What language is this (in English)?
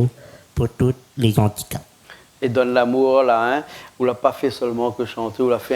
Réunion Creole French